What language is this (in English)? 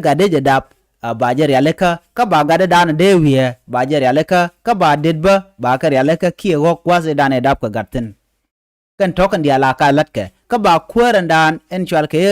Nuer